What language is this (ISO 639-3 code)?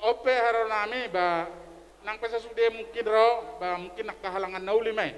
bbc